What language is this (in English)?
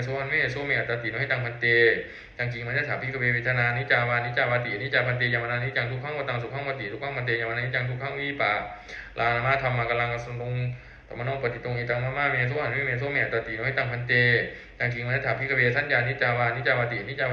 Pali